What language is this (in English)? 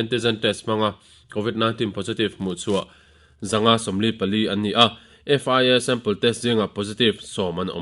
Mizo